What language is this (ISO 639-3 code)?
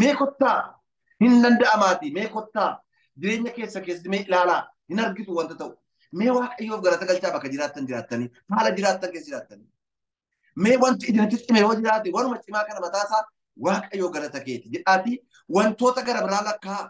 orm